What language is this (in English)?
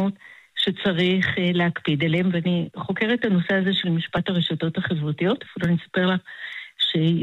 Hebrew